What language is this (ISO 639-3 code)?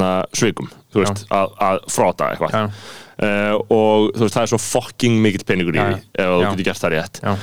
isl